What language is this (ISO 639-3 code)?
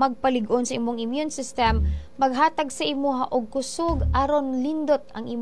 ceb